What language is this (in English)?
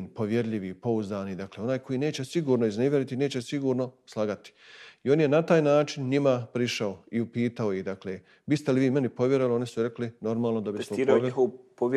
Bosnian